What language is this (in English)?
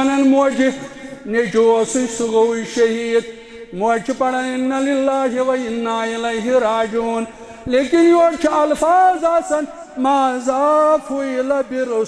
Kashmiri